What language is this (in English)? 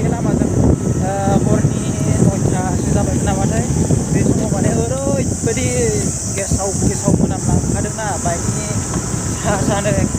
Bodo